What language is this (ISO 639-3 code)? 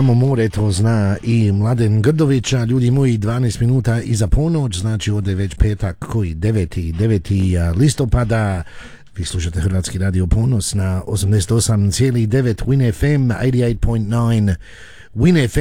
hrv